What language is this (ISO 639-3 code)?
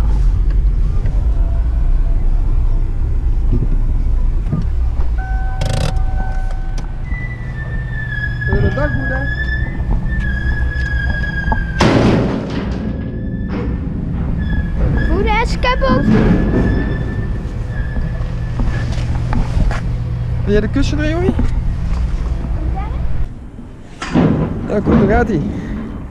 nld